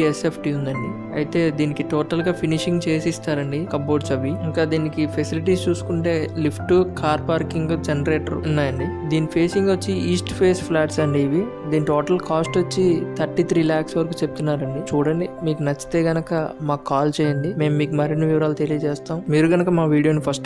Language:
Telugu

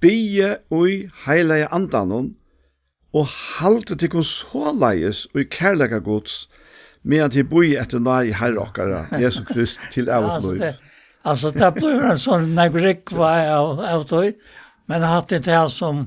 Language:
Faroese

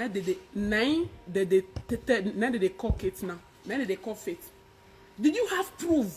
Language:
Nigerian Pidgin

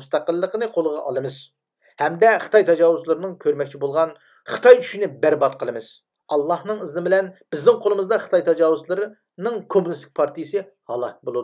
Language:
Uyghur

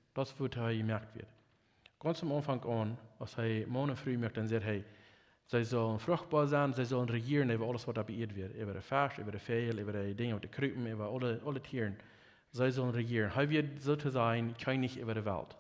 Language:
Plautdietsch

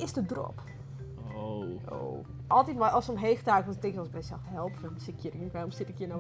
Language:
Western Frisian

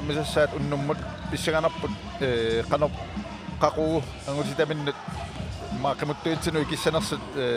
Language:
Kalaallisut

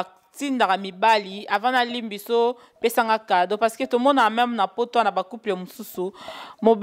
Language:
Lingala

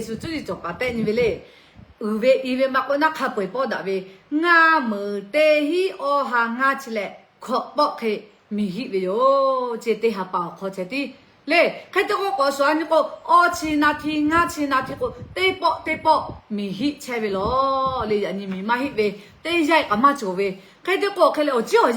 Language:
Lahu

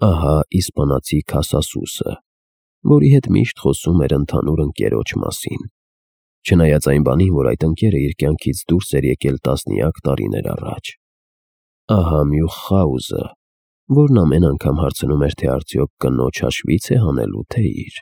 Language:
Armenian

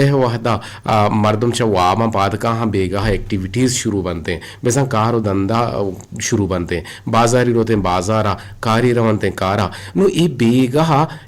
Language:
Eastern Balochi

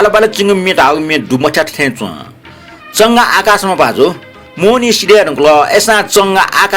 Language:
Newari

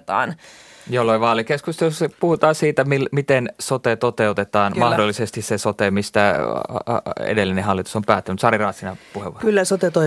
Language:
Finnish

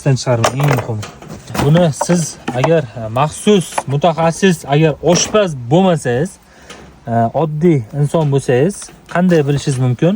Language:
Uzbek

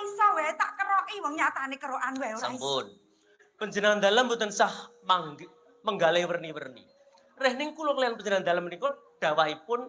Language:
Javanese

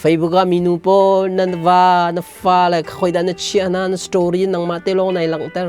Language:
Hakha Chin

